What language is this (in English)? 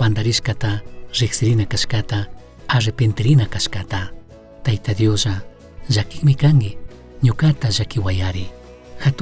Chimborazo Highland Quichua